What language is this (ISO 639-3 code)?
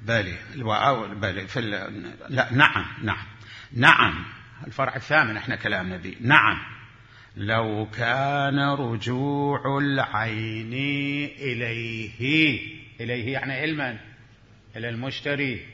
acm